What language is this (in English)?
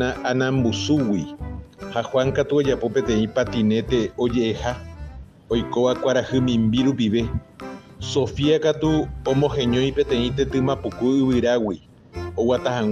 Guarani